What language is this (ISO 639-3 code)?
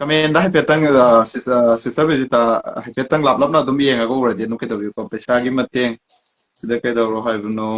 mni